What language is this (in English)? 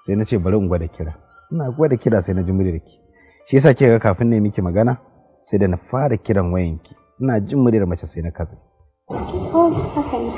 Hausa